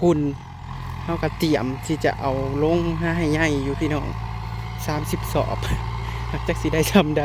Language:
Northeastern Thai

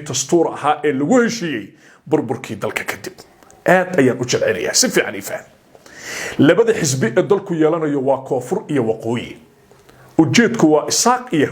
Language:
Somali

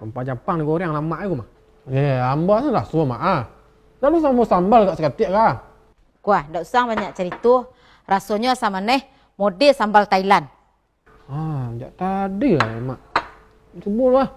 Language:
Minangkabau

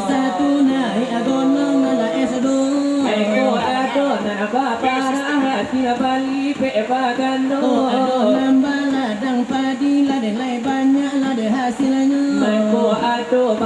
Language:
Minangkabau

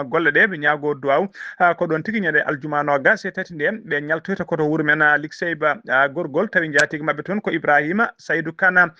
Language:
Fula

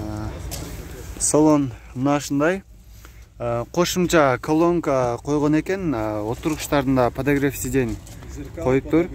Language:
Kyrgyz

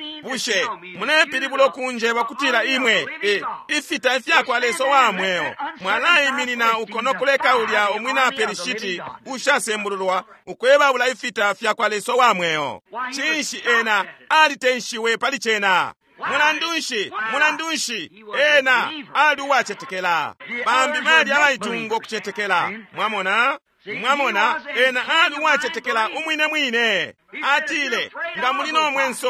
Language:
Bemba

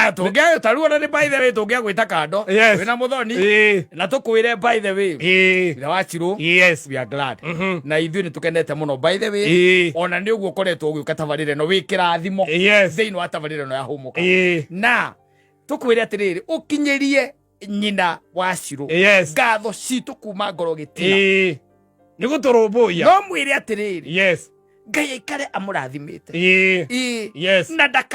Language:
Kikuyu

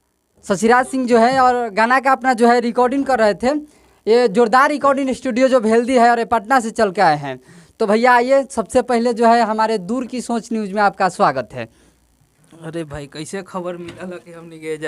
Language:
Bhojpuri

